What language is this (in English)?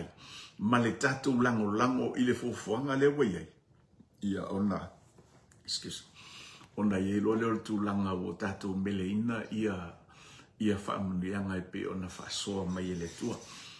Samoan